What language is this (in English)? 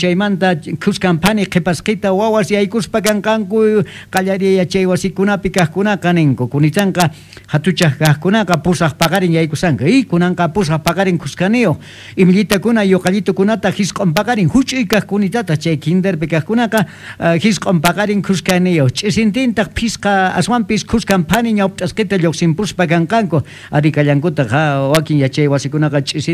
Quechua